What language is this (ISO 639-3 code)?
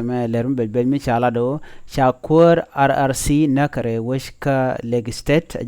nus